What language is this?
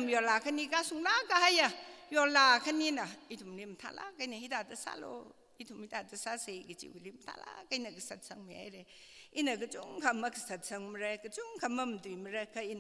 Tangkhul Naga (India)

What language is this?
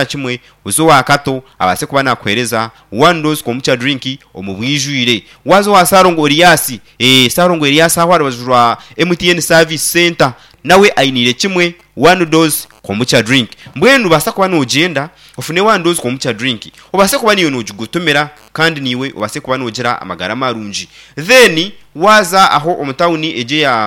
Nyankole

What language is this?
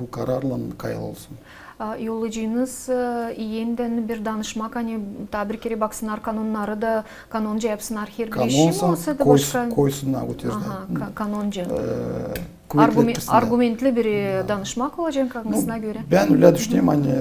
Gagauz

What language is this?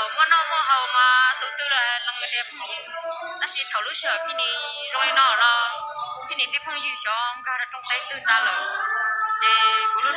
Hmong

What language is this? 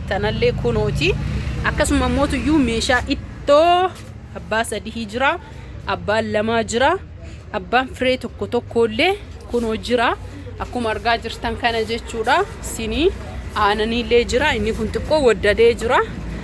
Oromo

